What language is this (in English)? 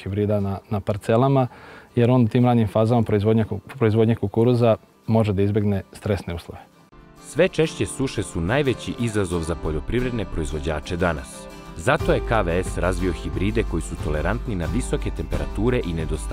Serbian